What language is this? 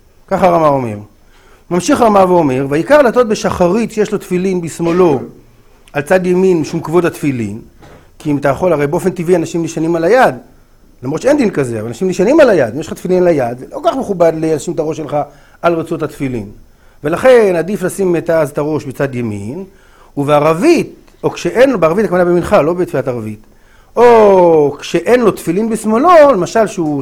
Hebrew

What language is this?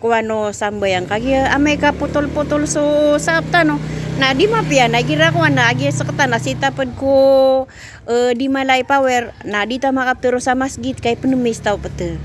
Maranao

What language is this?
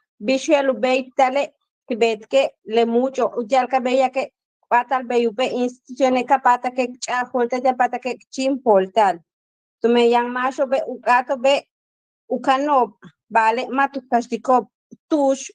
Yucateco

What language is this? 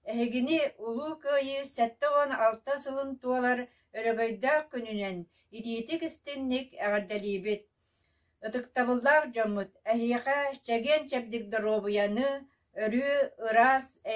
Yakut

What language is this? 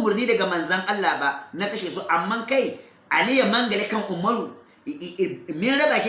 Hausa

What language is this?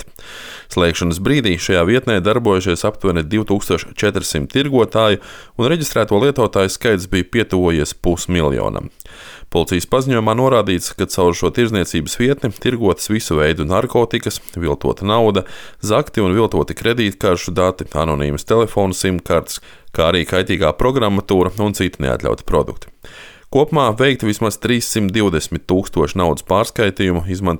Latvian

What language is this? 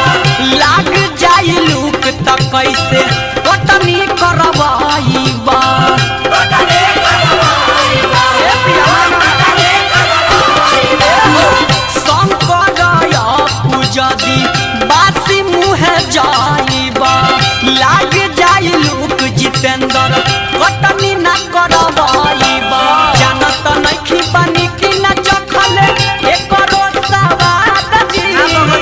Bhojpuri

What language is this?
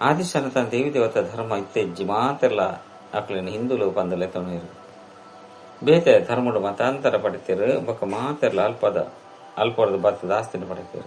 Tulu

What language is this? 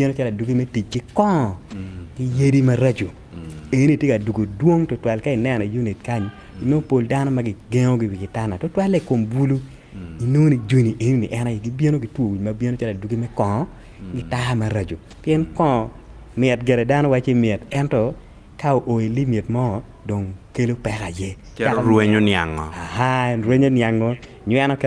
Acoli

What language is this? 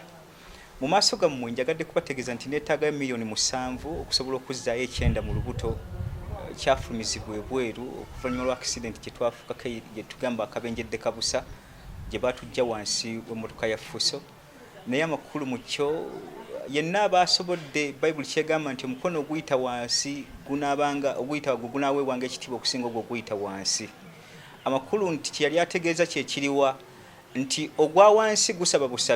Ganda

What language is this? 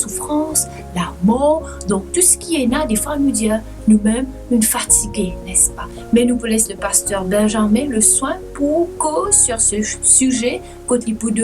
Morisyen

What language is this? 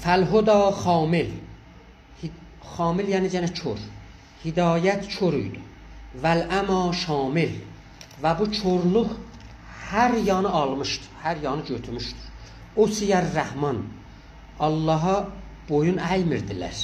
South Azerbaijani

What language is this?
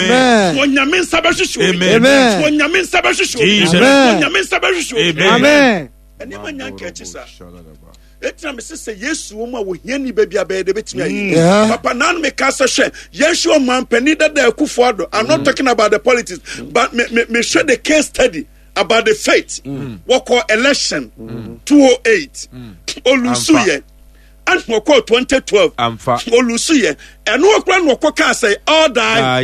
Akan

